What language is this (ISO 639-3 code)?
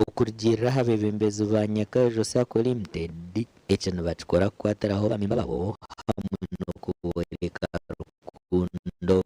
nyn